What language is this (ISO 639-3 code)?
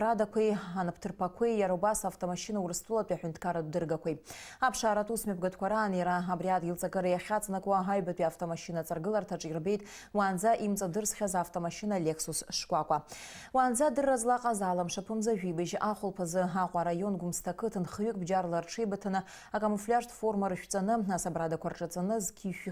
abk